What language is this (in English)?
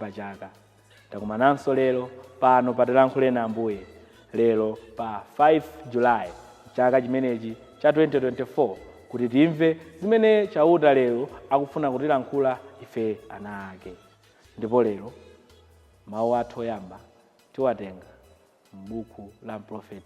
Nyanja